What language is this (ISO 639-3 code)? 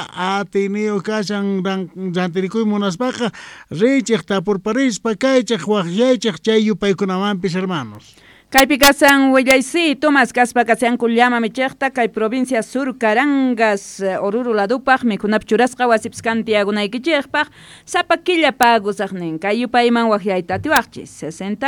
que